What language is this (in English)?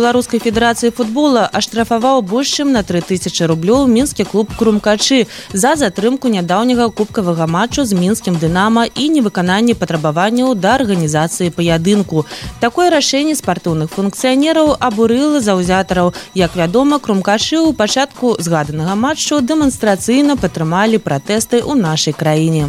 Belarusian